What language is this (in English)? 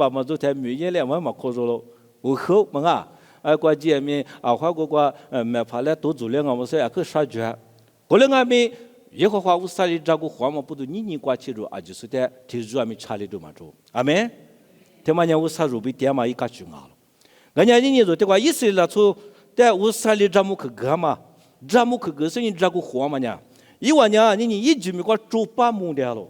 Lisu